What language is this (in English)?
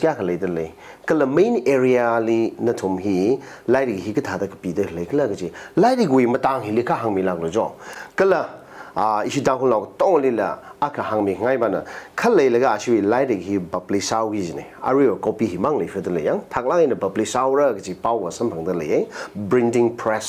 Tangkhul Naga (India)